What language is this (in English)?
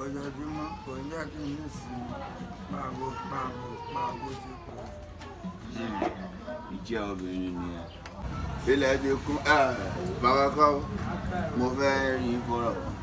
Yoruba